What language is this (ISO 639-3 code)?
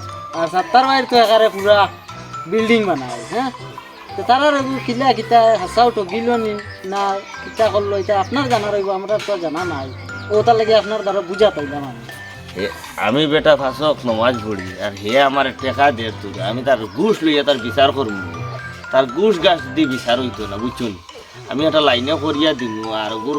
syl